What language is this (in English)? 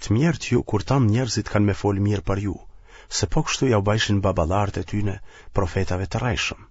Albanian